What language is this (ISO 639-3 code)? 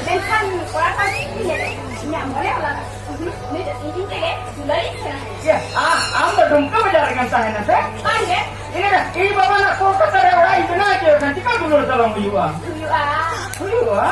sat